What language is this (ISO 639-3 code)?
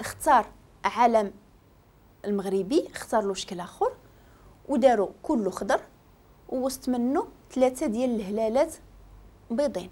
ary